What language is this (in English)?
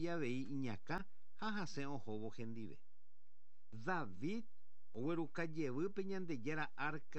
Guarani